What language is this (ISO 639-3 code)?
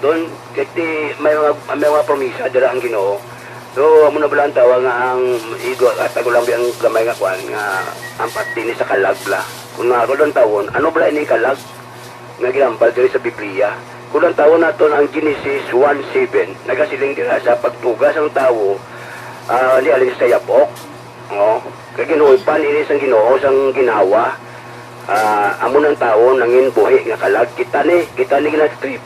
hil